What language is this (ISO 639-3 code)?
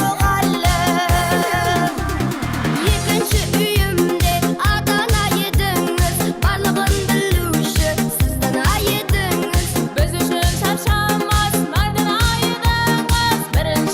kaa